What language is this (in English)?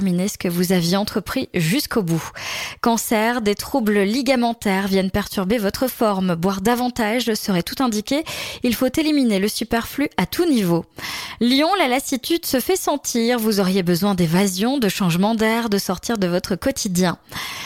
French